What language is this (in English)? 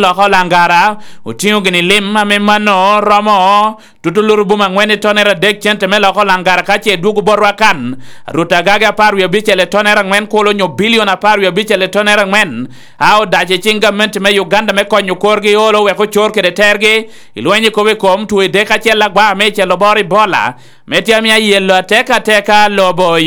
Lango (Uganda)